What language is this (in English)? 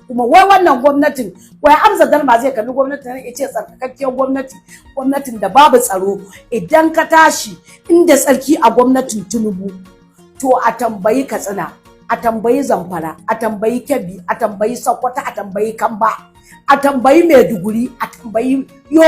Hausa